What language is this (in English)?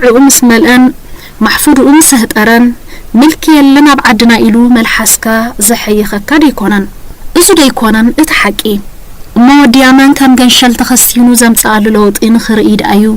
Tigrinya